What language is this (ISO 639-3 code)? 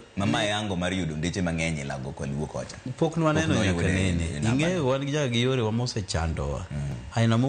luo